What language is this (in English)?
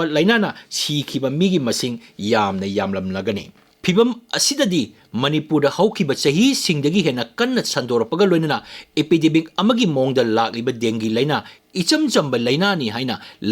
Manipuri